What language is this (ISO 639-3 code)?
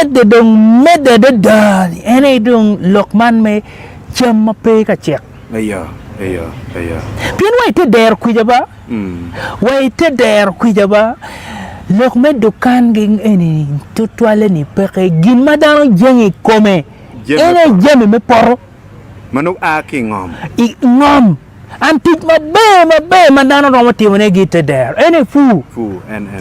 ach